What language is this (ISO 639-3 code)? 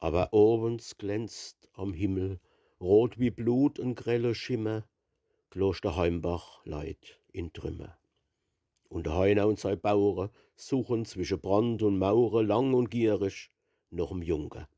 pfl